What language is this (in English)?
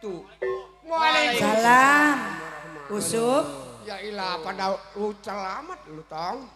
Betawi